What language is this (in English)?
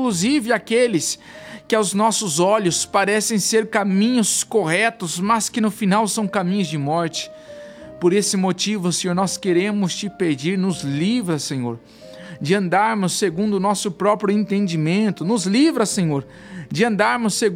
Portuguese